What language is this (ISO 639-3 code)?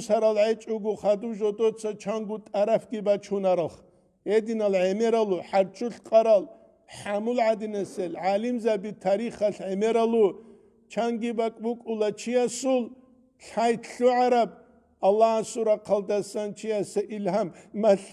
ava